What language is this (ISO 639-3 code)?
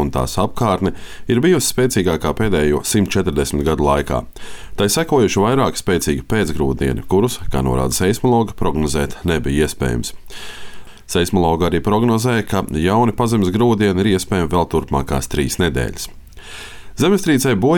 lav